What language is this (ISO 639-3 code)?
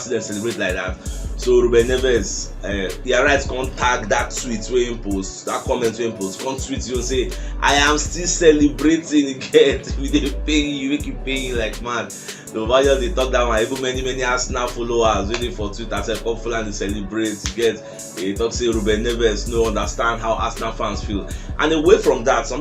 pcm